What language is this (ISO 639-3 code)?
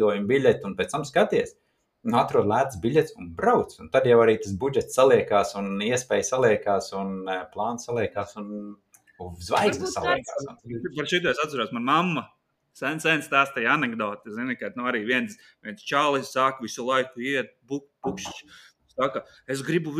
lav